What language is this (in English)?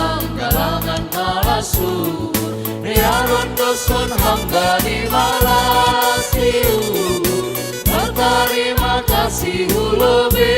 Batak Simalungun